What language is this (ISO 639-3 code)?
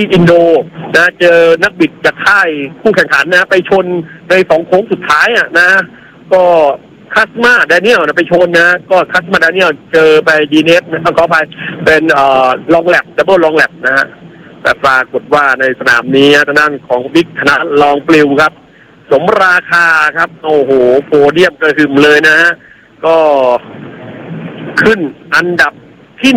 tha